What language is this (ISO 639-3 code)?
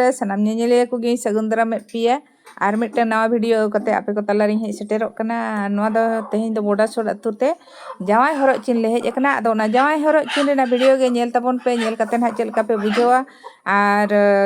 sat